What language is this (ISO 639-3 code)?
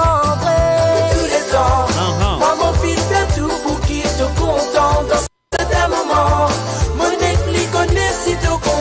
mfe